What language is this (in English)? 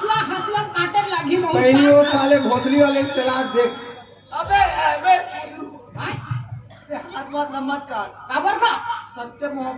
Chhattisgarhi